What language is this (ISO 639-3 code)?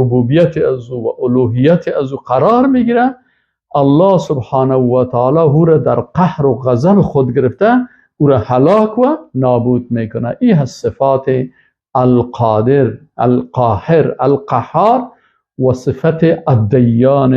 fas